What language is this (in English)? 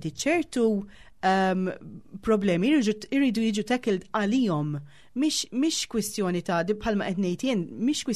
Maltese